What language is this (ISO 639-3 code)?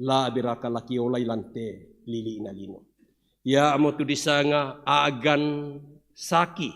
sda